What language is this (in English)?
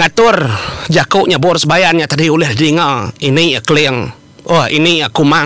Iban